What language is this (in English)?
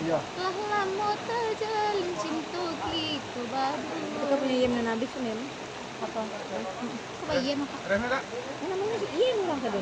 Minangkabau